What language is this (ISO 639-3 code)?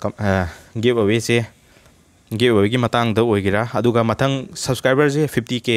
mni